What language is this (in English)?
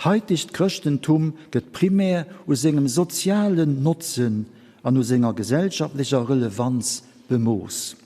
Luxembourgish